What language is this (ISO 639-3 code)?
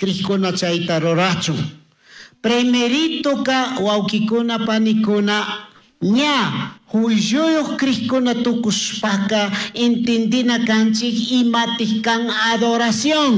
qug